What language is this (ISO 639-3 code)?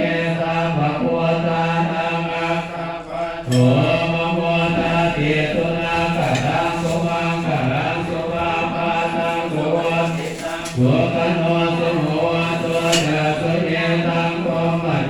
pli